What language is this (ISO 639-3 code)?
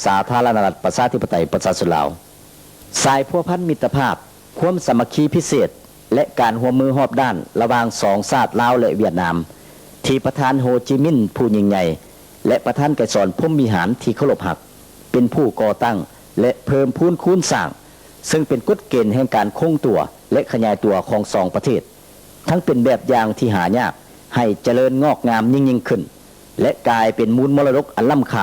lao